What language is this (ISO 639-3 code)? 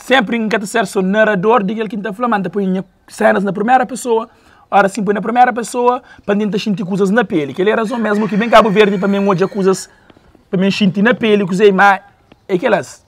kea